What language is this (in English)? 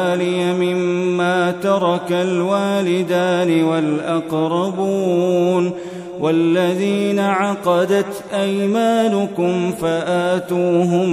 Arabic